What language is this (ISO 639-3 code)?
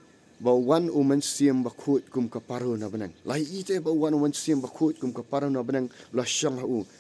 kha